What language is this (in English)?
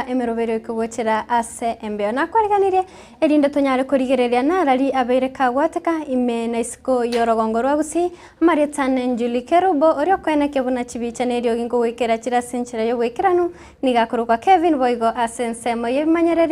Gusii